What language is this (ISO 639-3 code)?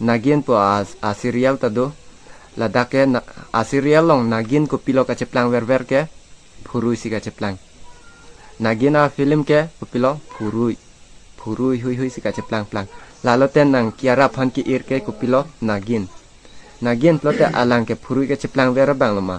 mjw